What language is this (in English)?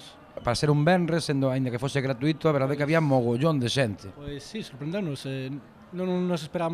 Galician